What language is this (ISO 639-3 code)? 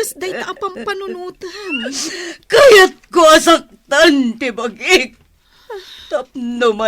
ilo